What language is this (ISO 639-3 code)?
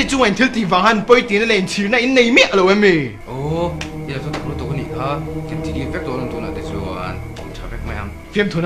lus